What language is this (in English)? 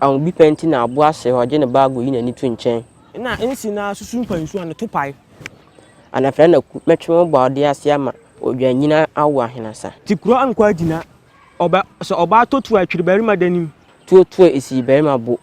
Akan